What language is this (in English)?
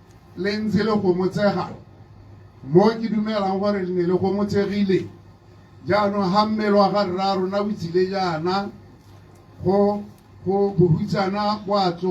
Tswana